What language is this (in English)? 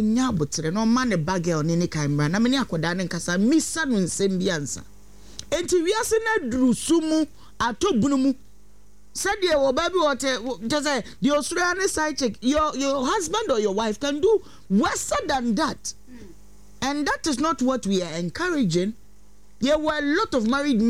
Akan